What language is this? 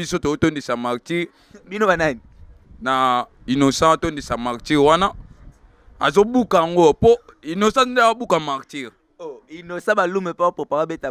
Lingala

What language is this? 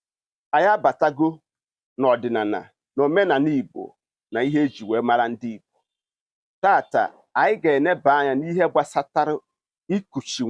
Igbo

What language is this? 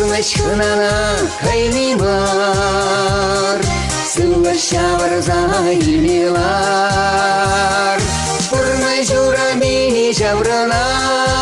Chuvash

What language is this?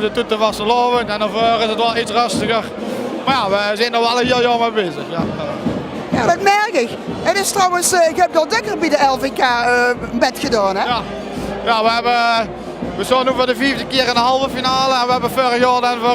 Limburgish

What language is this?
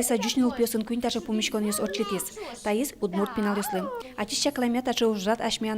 Udmurt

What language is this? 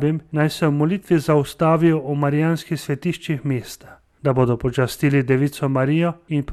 Slovenian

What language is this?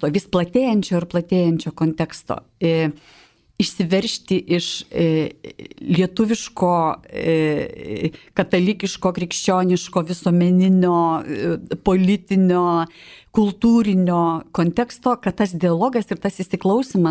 Lithuanian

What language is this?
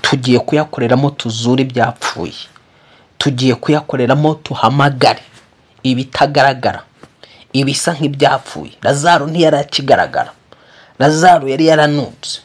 Kinyarwanda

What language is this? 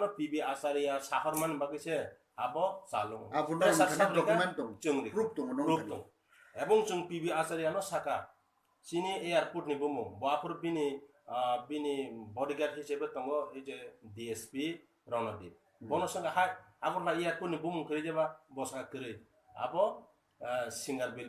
Kok Borok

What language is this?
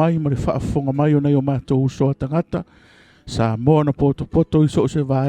Samoan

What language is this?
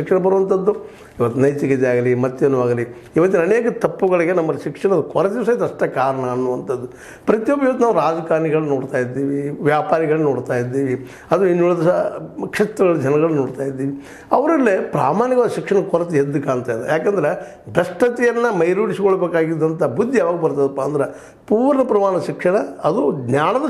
Kannada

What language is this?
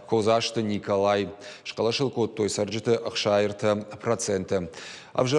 Ossetic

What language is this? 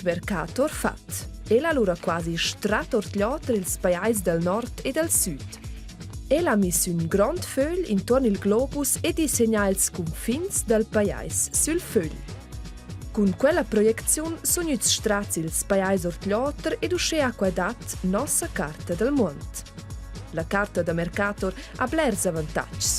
Romansh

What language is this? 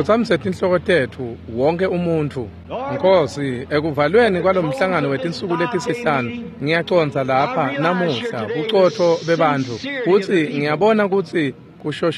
Swati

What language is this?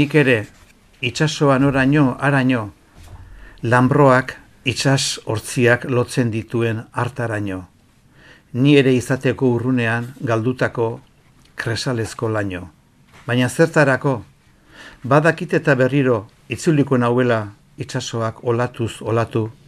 Basque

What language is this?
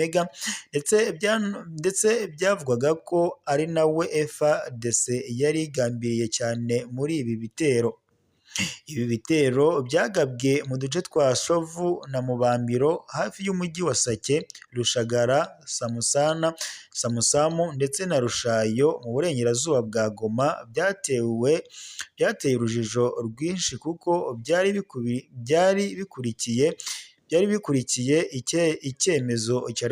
Kinyarwanda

